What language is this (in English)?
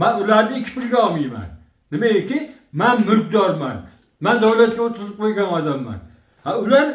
Uzbek